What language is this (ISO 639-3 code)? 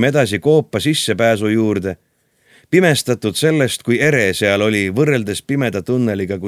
est